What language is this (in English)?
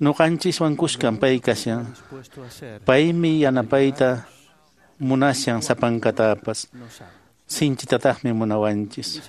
Quechua